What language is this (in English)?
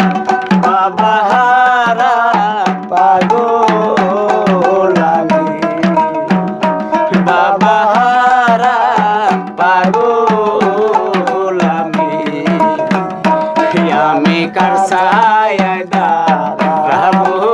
Bangla